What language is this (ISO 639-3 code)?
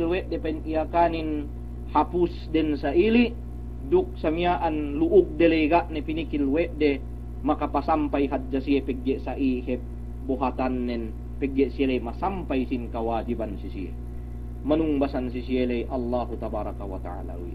yka